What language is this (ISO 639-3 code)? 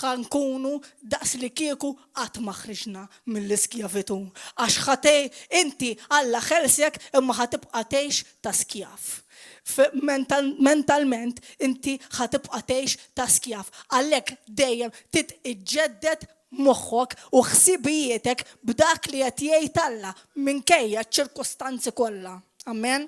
mlt